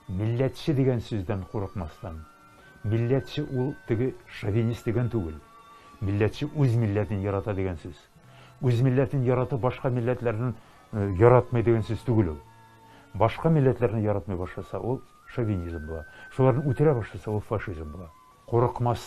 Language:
Tatar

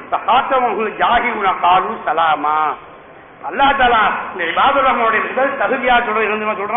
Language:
Tamil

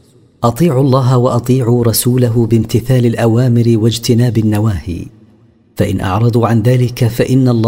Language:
Arabic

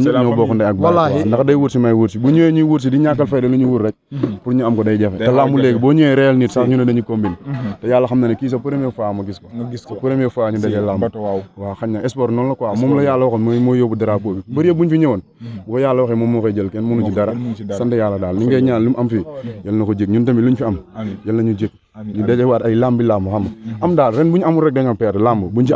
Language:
Wolof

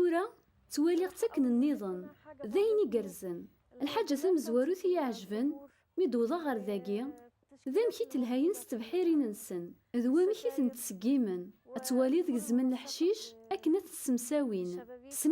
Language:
Kabyle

